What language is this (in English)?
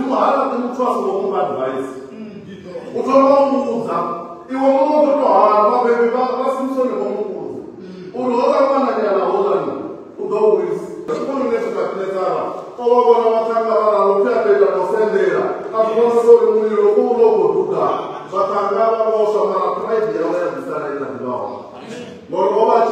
Venda